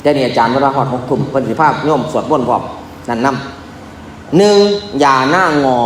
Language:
Northeastern Thai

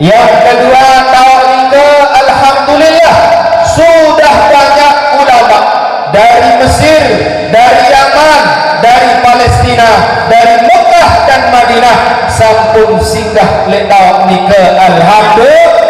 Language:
Sasak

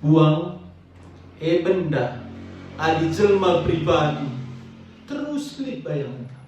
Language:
Batak Karo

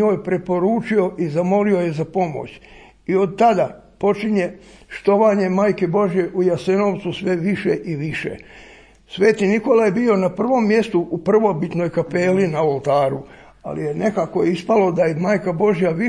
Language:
Croatian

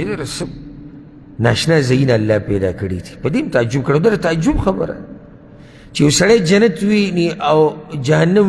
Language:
Pashto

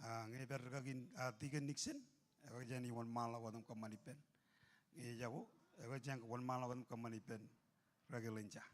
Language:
Marshallese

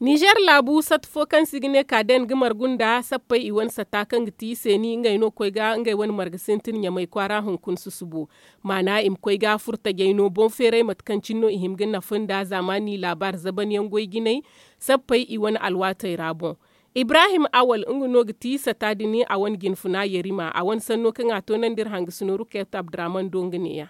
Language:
Zarma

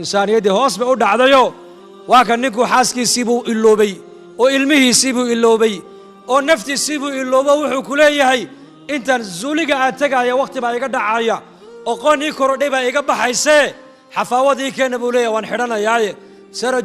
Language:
Somali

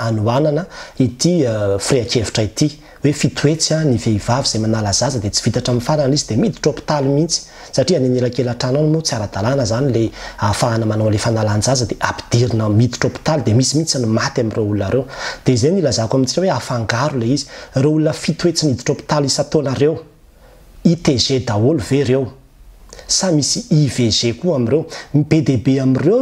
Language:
Malagasy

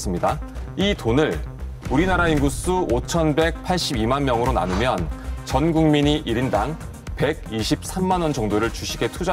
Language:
Korean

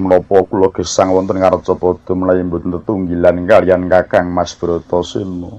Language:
Javanese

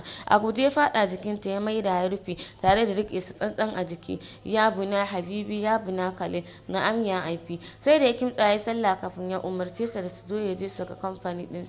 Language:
Hausa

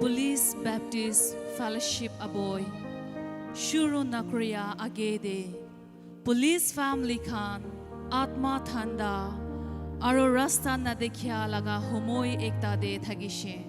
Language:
Naga Pidgin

